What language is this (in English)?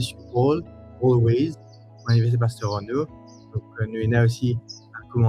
Morisyen